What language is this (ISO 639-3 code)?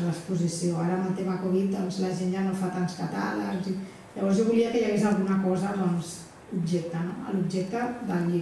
cat